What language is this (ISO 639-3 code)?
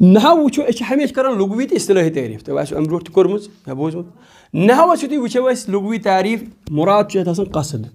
kas